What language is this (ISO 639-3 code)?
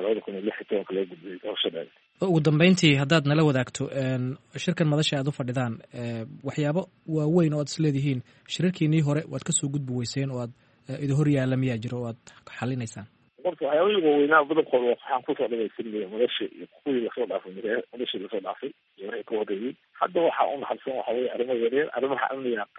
som